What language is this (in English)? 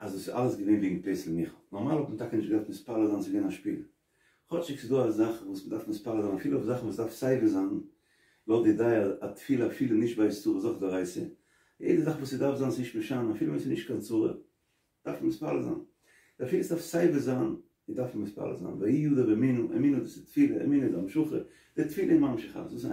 Yiddish